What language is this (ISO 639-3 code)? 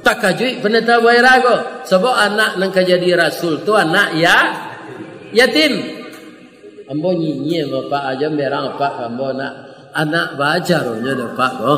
min